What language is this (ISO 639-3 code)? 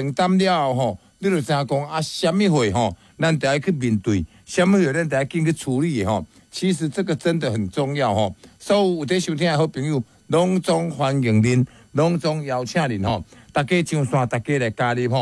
nan